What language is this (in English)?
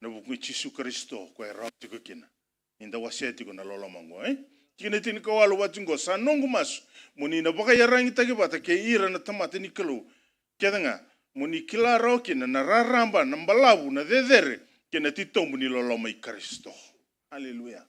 Fijian